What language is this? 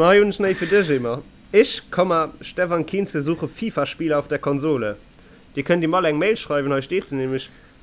Luxembourgish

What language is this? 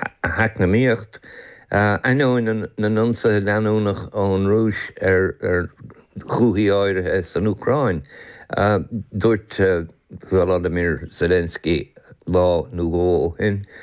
Irish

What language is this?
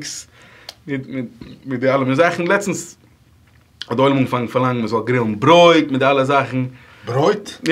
Yiddish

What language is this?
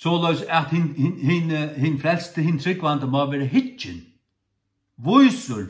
Faroese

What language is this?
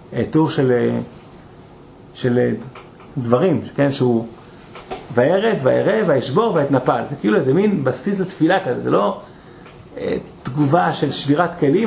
Hebrew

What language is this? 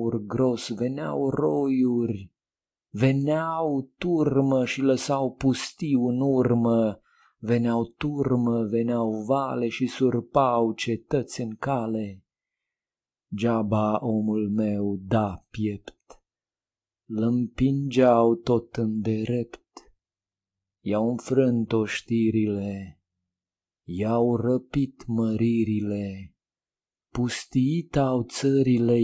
Romanian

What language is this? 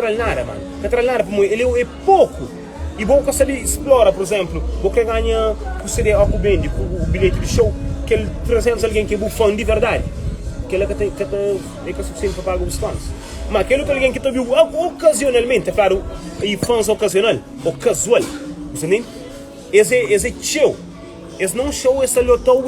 Kabuverdianu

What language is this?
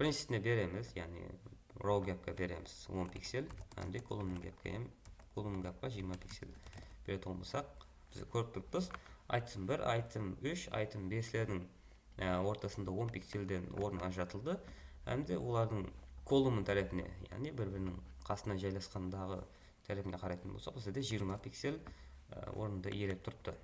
Kara-Kalpak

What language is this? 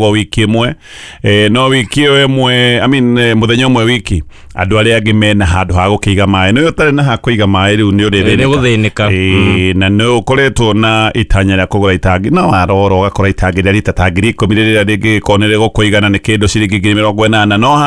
Kikuyu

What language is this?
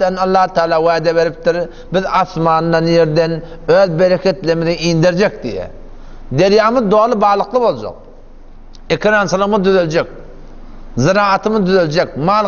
Turkmen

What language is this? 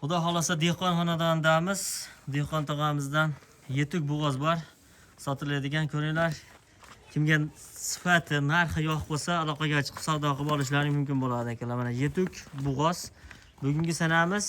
Uzbek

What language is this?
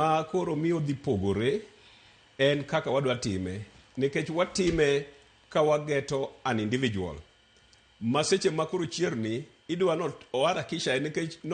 Luo (Kenya and Tanzania)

